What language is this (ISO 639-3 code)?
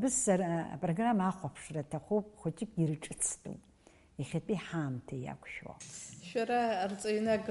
abk